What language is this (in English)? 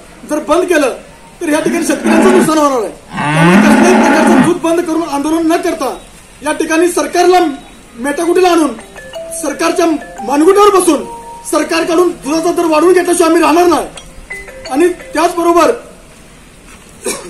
Marathi